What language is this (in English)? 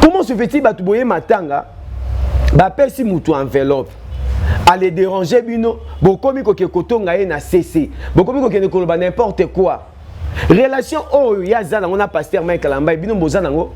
Lingala